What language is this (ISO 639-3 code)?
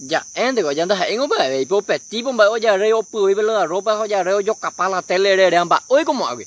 grn